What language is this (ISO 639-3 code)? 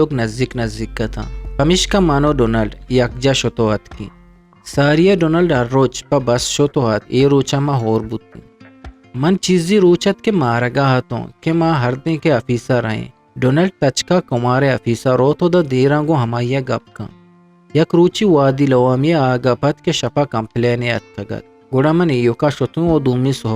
bgp